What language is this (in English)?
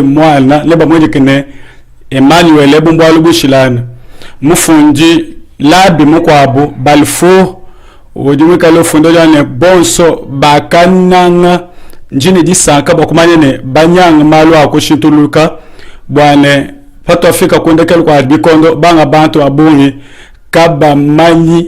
Luba-Lulua